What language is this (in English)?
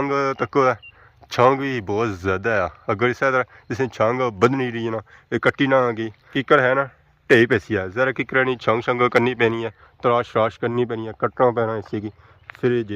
Pahari-Potwari